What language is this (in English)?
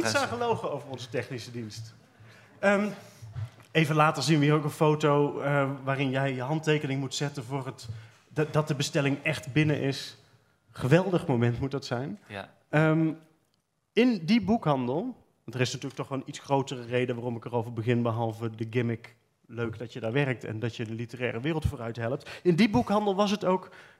Dutch